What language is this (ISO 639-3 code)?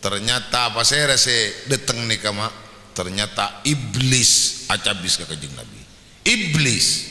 mad